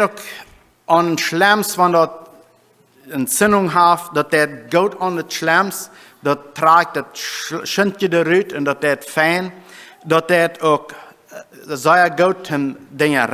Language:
Plautdietsch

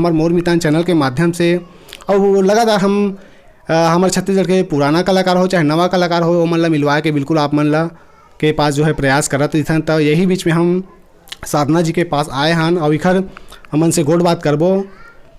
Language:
Chhattisgarhi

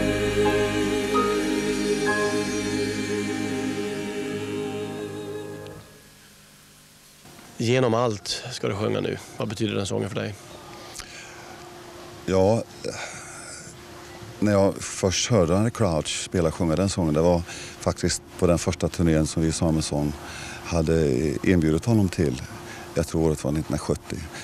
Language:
Swedish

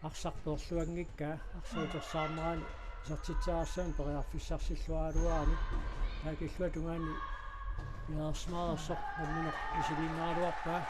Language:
Kalaallisut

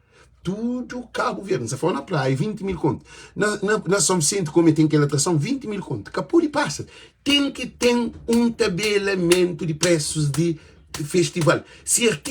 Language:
Kabuverdianu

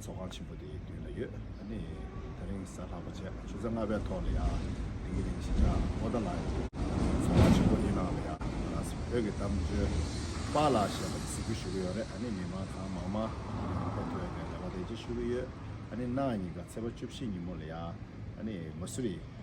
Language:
Tibetan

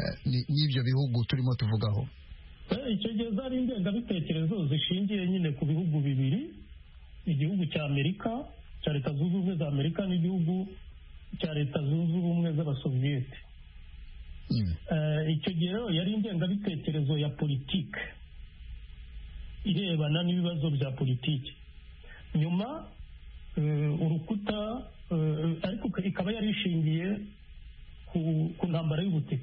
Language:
Kinyarwanda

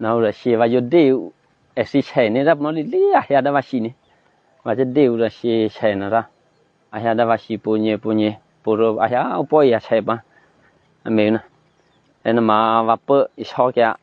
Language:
Eastern Kayah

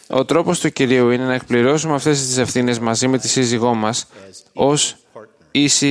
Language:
Greek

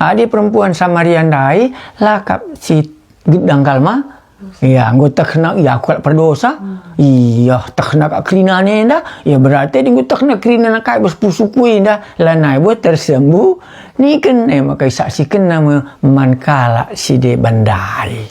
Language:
Batak Karo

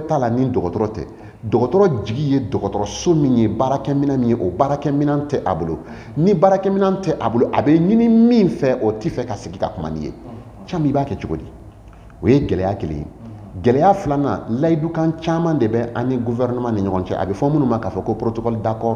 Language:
Bambara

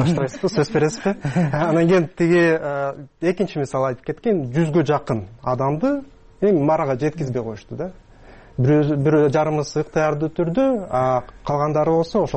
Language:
Kyrgyz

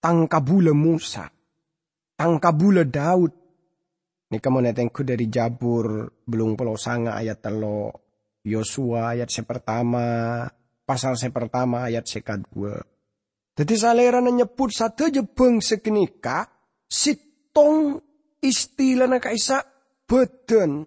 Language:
Madurese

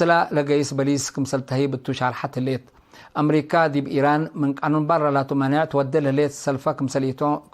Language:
Tigre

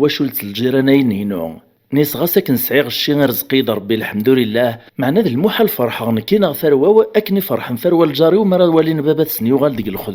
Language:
Kabyle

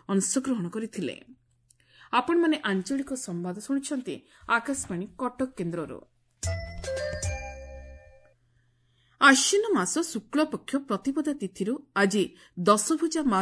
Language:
Odia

